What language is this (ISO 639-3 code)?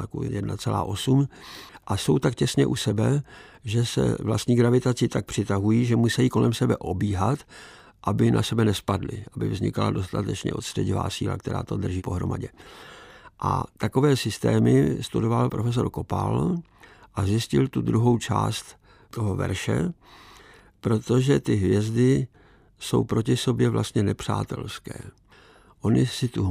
ces